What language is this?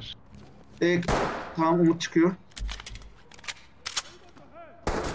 Turkish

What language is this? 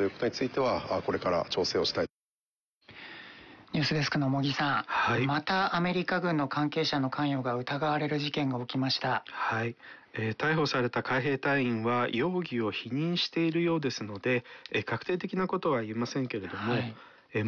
Japanese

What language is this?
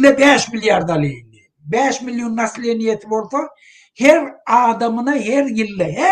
Turkmen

